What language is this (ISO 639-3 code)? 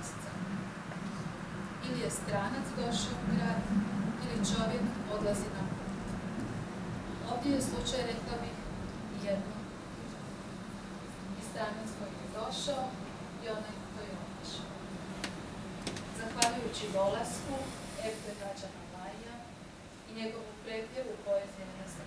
hrv